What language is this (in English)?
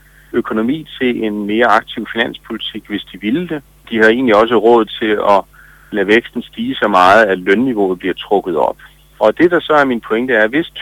Danish